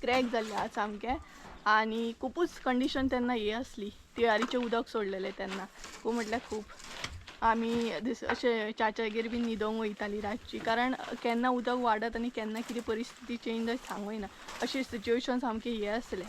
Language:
Konkani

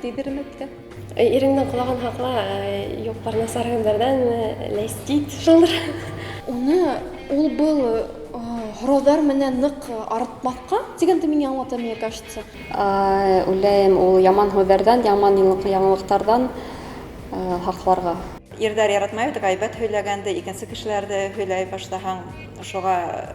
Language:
Bashkir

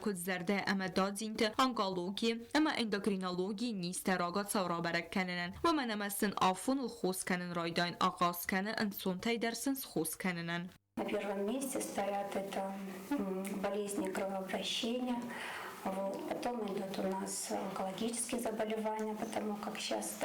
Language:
Ossetic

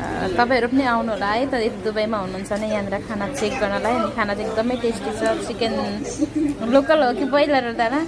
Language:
Nepali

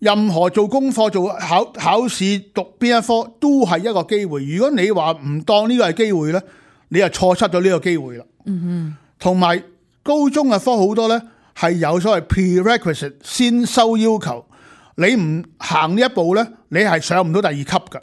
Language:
Cantonese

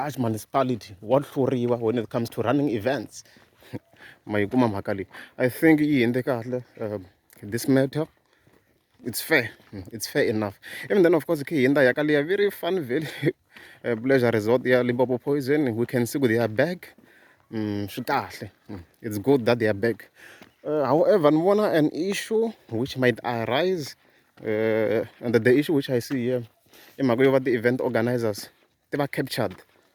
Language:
Tsonga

